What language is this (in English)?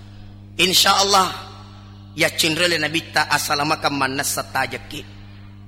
Buginese